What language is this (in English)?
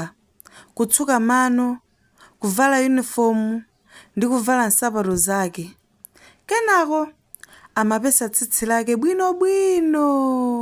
Nyanja